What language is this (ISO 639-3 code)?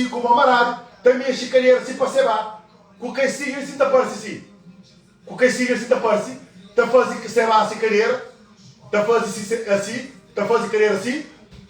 kea